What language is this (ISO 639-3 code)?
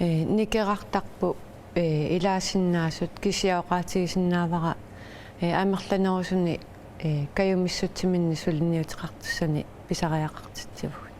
kal